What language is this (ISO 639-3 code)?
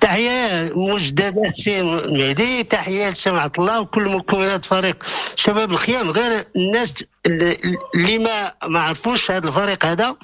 ary